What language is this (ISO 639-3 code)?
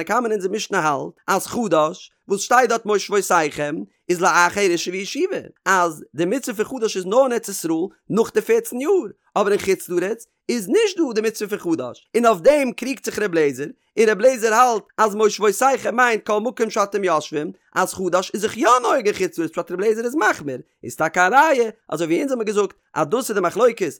yid